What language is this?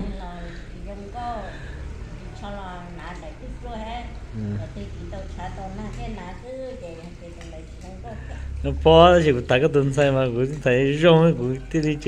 Hmong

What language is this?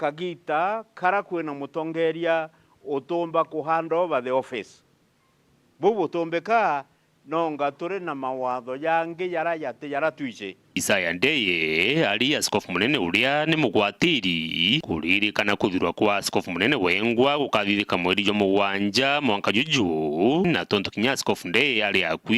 Meru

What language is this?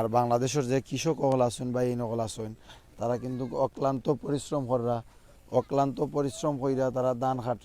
Sylheti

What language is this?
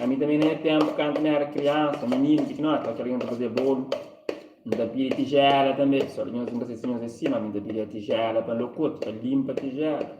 Kabuverdianu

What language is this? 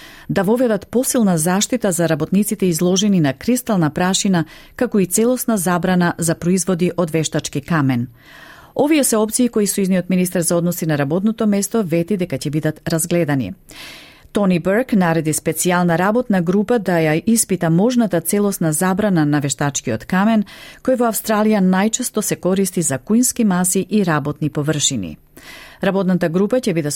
Macedonian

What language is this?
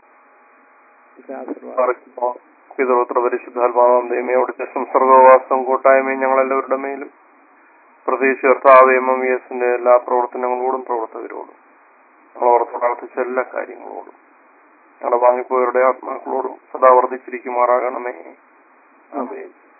Malayalam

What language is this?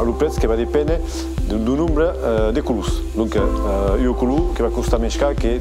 Occitan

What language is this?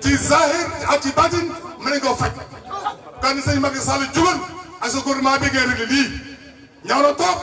Wolof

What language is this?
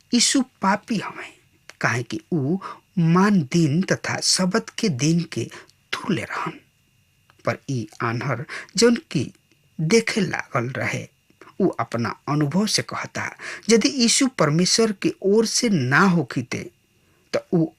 Bhojpuri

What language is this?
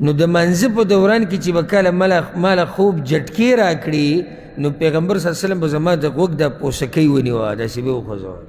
Pashto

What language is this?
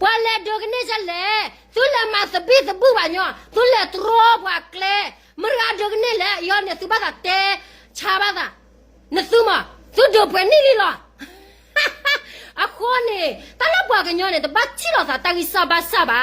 S'gaw Karen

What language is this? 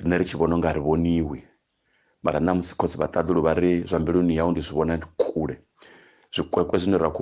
Venda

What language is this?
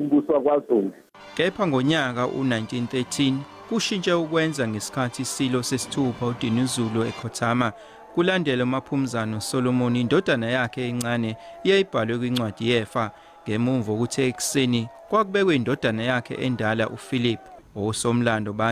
Zulu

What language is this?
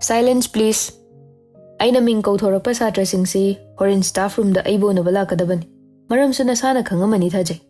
Manipuri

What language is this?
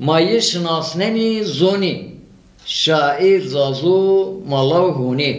Zaza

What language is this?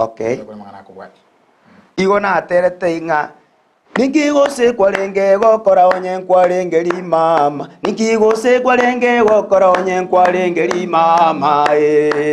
Gusii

